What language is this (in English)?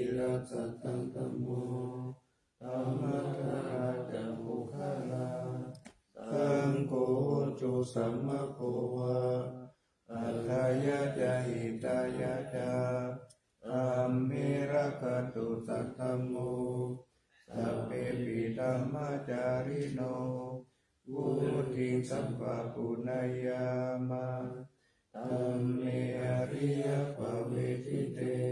Pali